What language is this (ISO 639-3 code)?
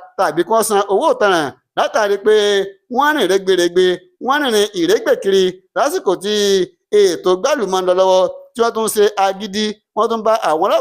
yor